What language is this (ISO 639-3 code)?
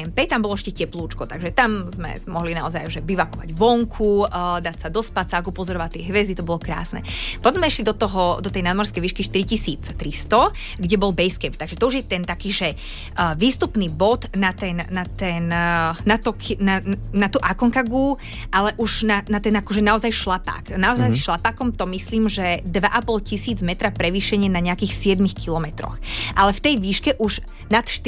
slk